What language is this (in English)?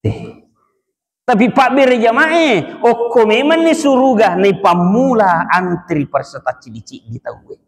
Buginese